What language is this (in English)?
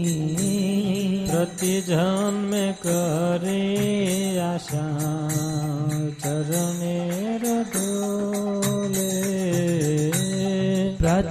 Gujarati